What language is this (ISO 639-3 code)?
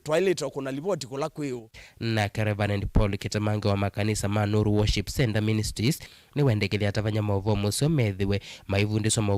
kam